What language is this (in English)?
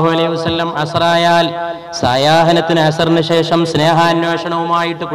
Malayalam